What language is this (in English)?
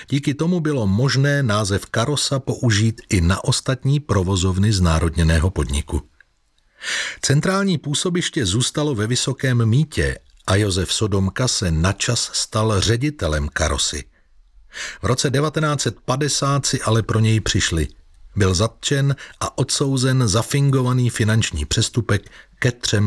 Czech